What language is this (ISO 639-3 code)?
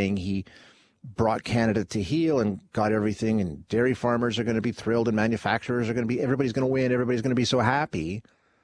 eng